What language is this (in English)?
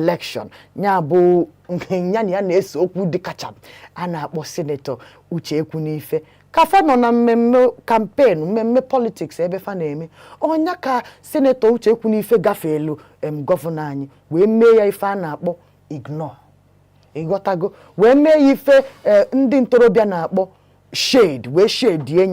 Igbo